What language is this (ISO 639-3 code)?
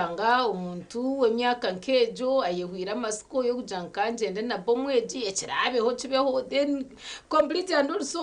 nyn